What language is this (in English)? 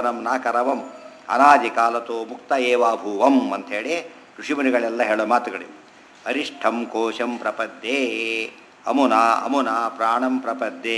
Kannada